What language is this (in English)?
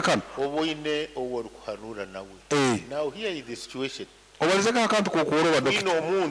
Nyoro